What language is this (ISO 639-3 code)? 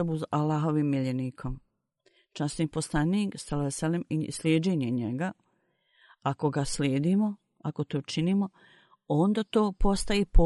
bos